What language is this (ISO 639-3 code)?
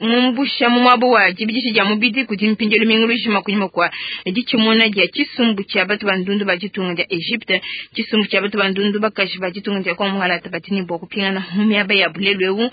lua